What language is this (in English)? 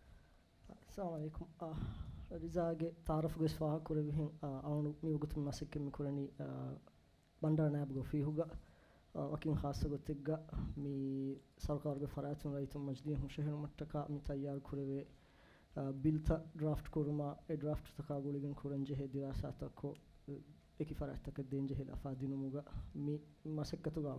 Divehi